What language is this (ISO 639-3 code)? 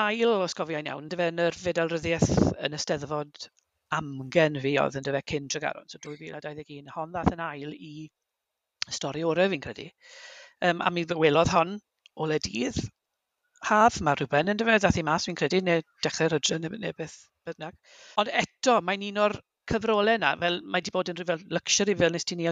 cym